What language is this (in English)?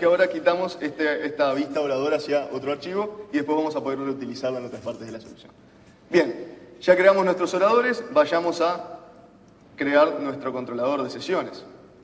Spanish